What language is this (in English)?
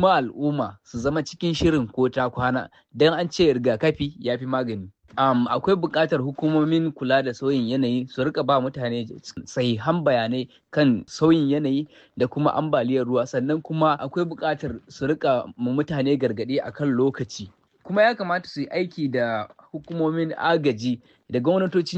Hausa